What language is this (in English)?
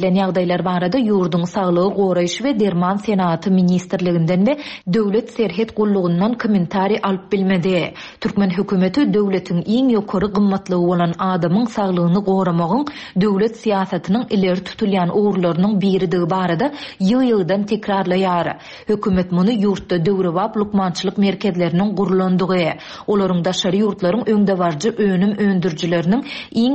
Turkmen